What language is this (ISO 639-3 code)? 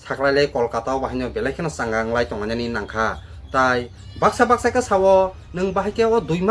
trp